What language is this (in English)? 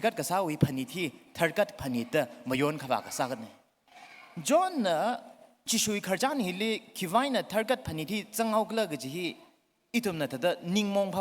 Tangkhul Naga (India)